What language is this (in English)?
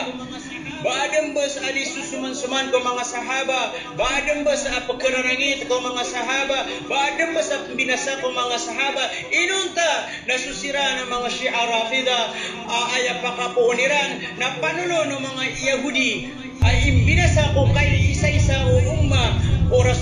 Maranao